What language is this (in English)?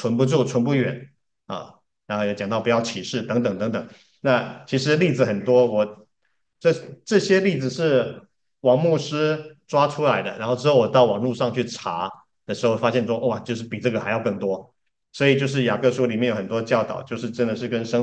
Chinese